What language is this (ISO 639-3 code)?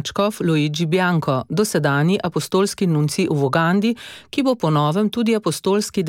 slv